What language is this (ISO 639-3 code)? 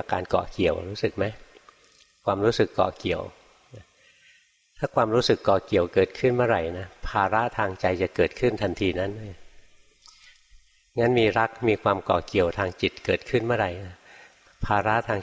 tha